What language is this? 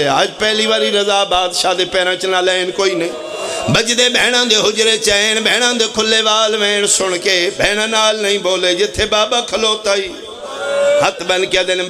Pahari-Potwari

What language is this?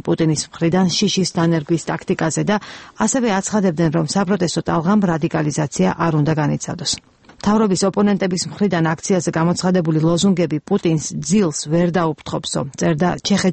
Georgian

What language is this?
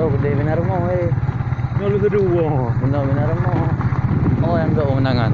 Achinese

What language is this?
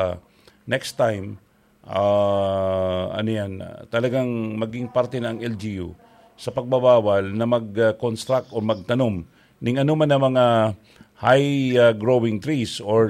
Bikol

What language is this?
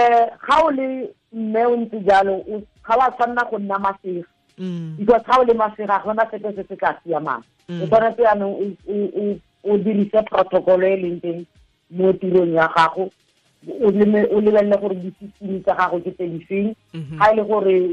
Tswana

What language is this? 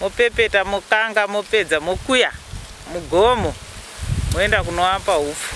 Shona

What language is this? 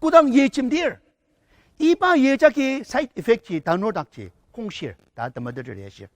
Ao Naga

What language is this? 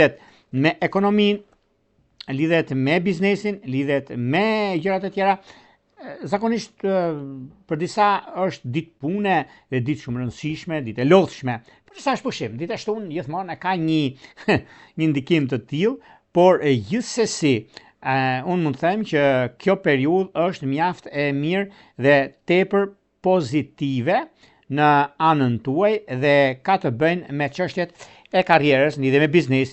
Albanian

